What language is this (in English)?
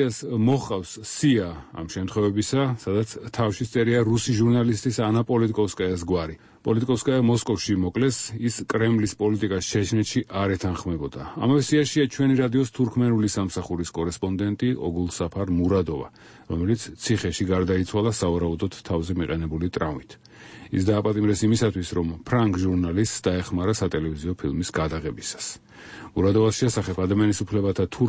Georgian